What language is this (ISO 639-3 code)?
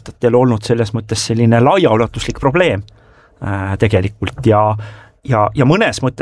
est